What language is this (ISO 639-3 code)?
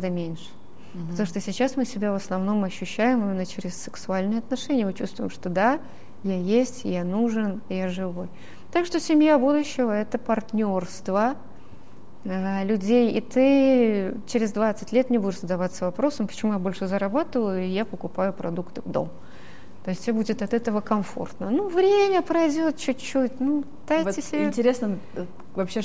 rus